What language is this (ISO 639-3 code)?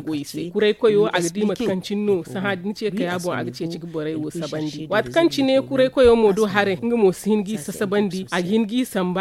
dje